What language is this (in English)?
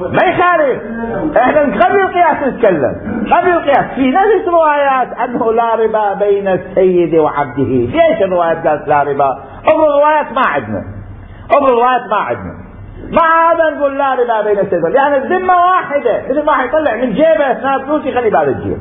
Mesopotamian Arabic